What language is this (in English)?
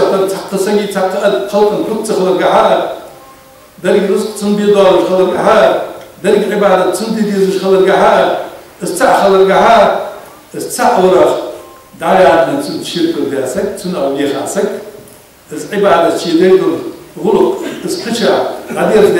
Ingush